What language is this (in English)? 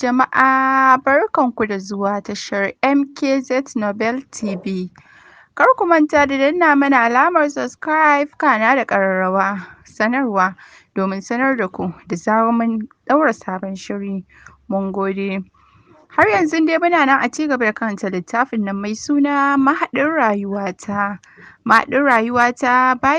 Hausa